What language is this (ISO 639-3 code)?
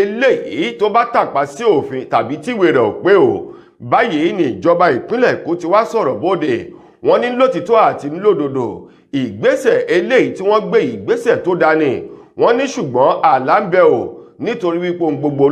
yor